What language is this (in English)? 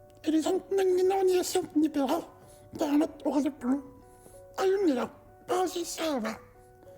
Kalaallisut